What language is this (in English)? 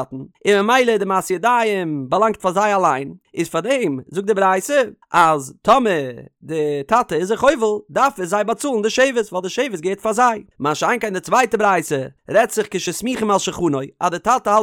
Yiddish